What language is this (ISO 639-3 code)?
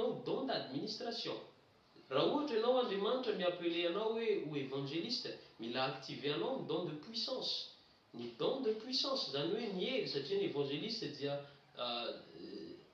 mlg